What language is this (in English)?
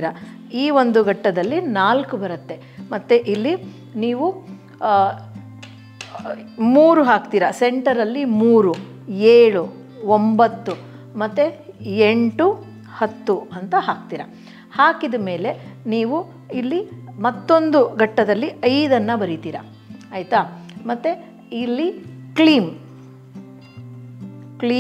Kannada